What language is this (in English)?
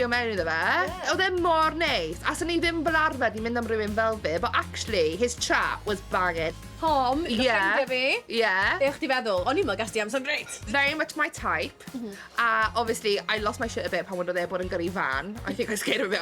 Welsh